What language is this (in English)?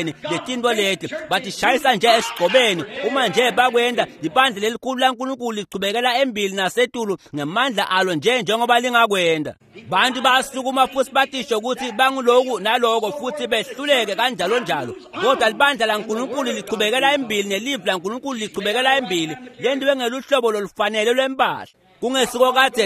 Swati